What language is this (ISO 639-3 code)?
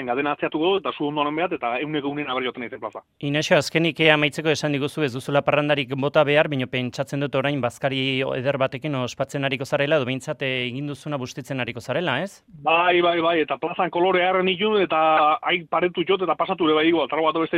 eus